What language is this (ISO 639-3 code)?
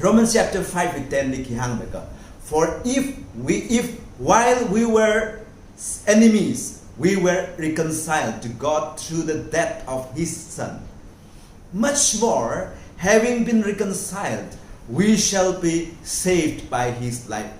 nmf